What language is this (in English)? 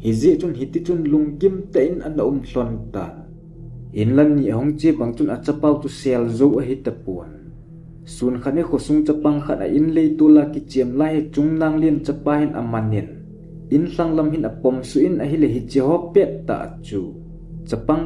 Thado Chin